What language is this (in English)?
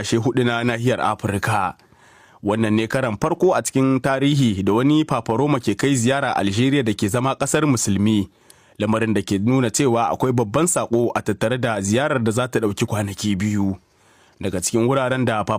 Hausa